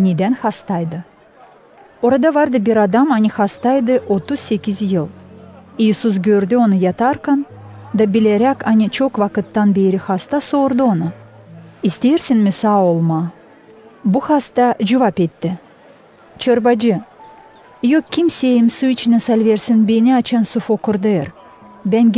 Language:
Gagauz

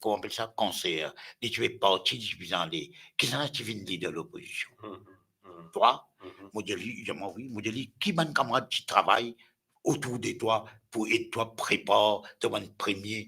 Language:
Morisyen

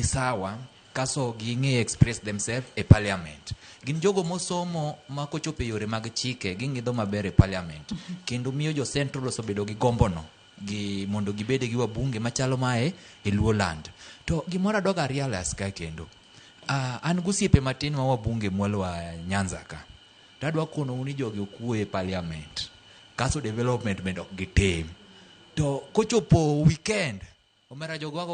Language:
Luo (Kenya and Tanzania)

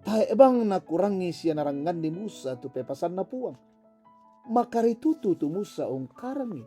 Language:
Toraja-Sa'dan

